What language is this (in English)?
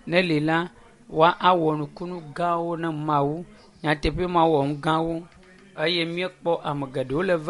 Ewe